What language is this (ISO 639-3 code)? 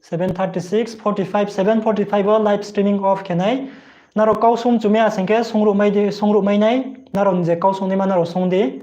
ria